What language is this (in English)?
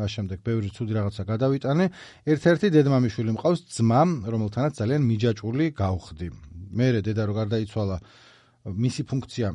Georgian